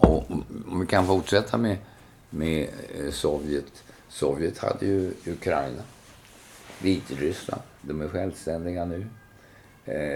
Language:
Swedish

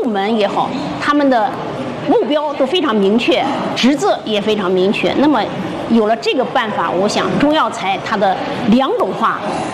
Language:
Chinese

